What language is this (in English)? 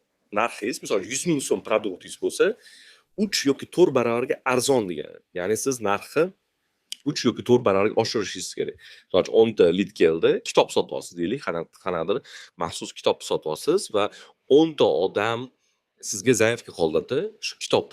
Uzbek